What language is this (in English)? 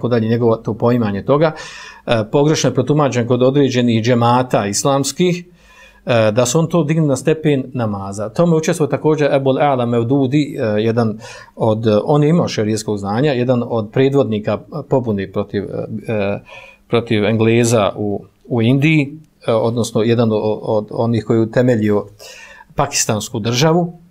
Bosnian